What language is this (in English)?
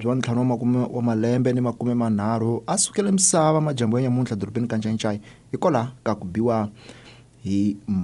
Tsonga